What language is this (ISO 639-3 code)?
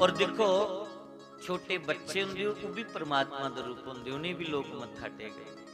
doi